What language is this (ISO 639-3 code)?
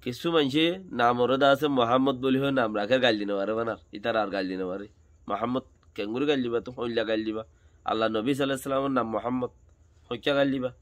rhg